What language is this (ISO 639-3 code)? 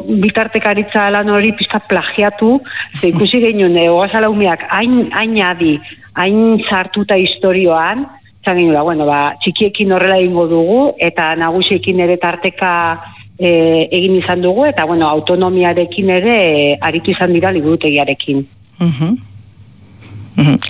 eus